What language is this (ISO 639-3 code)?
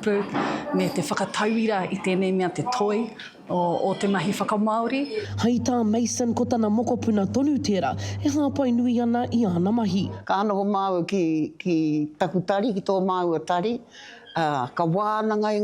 mri